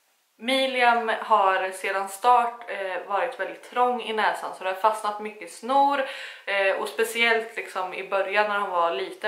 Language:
Swedish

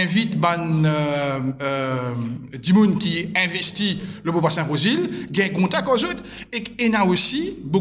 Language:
Morisyen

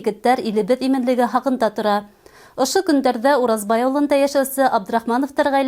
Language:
Bashkir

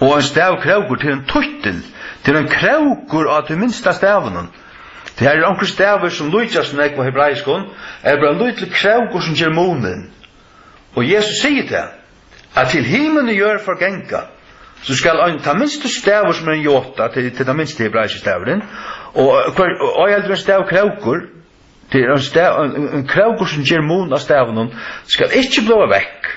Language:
Faroese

